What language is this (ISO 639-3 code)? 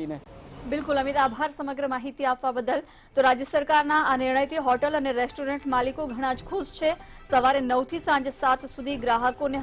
guj